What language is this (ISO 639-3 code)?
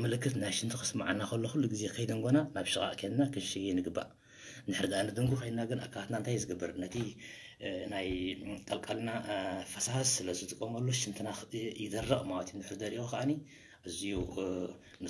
tir